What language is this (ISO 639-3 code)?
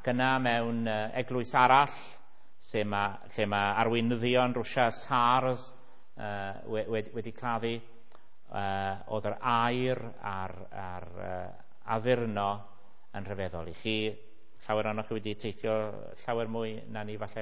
cym